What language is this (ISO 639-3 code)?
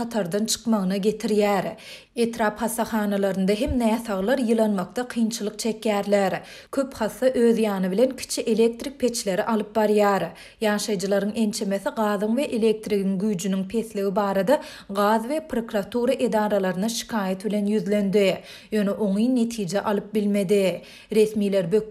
tuk